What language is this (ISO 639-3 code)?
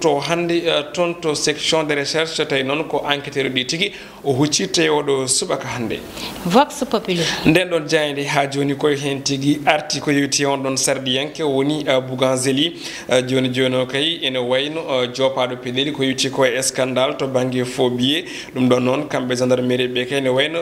ful